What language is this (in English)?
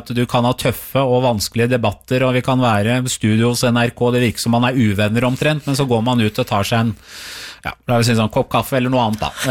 Norwegian